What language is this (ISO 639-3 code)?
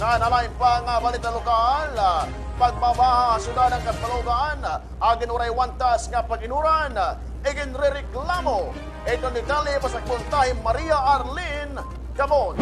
war